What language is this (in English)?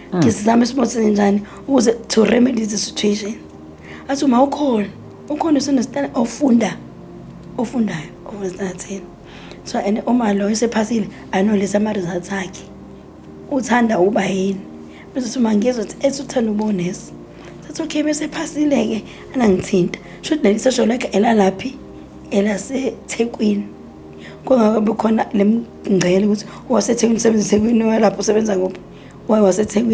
Zulu